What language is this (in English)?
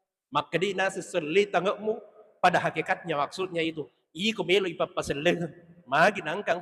Buginese